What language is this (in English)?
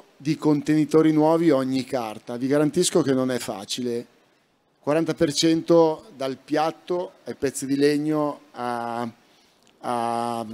Italian